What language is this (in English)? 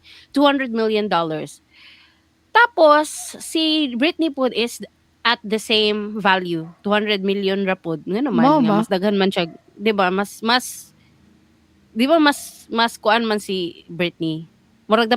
Cebuano